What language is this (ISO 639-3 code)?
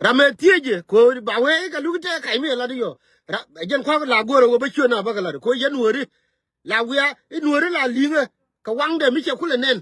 nus